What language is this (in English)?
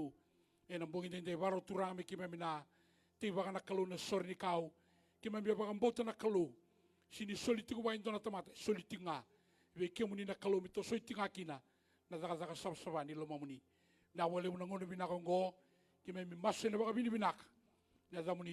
Fijian